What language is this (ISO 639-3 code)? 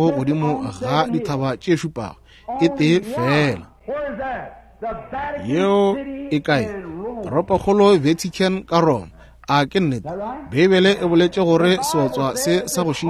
nso